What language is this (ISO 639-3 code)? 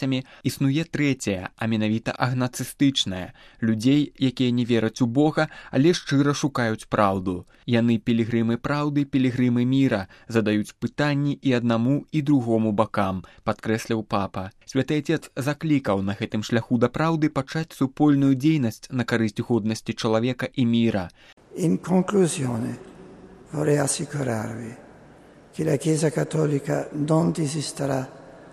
bel